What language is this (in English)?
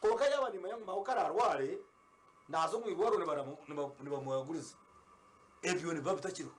Nyankole